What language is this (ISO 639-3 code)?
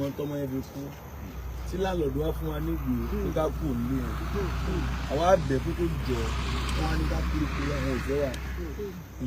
yor